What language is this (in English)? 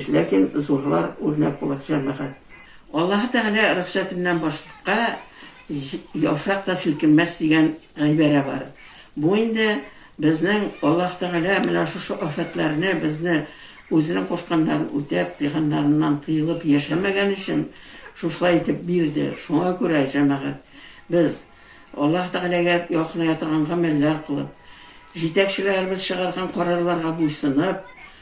Tatar